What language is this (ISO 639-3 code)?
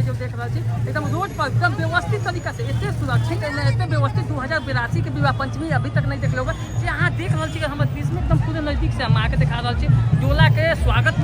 mai